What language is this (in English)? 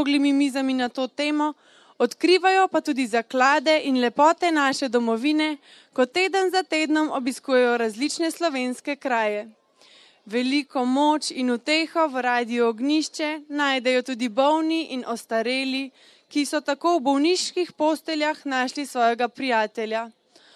Slovenian